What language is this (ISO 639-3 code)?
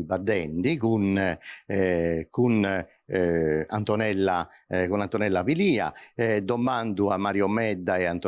srd